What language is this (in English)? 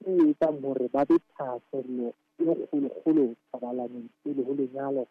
Southern Sotho